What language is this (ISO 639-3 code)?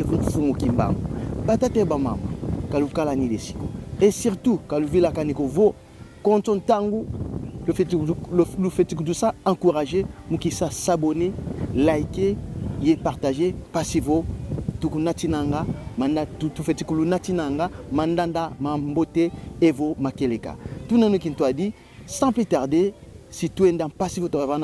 kon